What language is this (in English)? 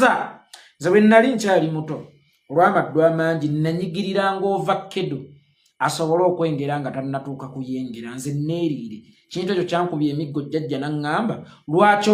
Ganda